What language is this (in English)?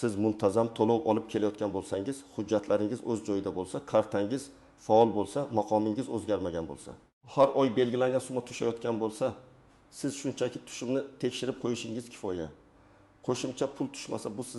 Uzbek